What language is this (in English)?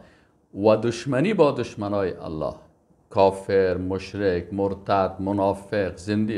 Persian